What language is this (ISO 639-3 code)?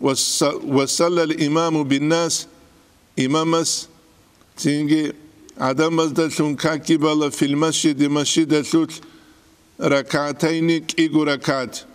ava